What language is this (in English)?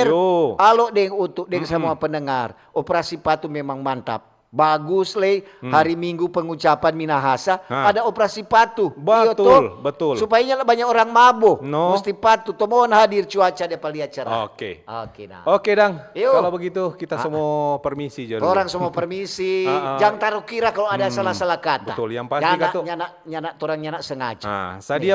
Manado Malay